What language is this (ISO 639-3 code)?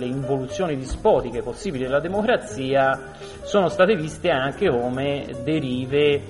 ita